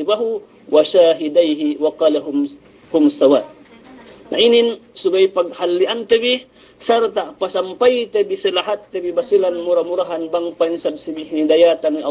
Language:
Yakan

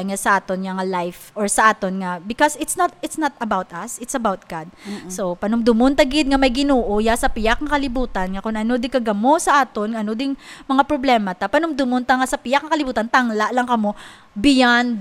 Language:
Hiligaynon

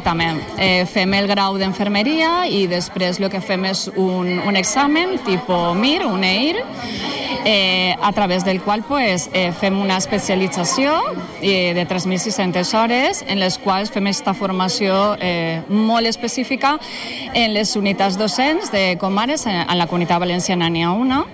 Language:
Catalan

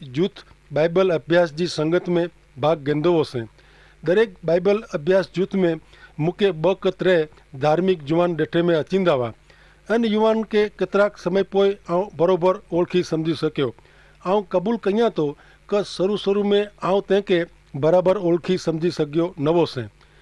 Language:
Kachhi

